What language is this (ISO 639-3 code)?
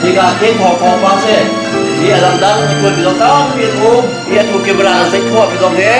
cnh